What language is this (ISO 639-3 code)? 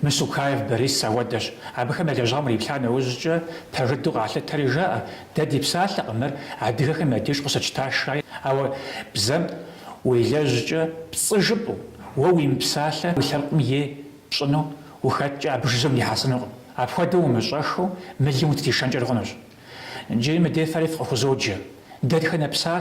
kbd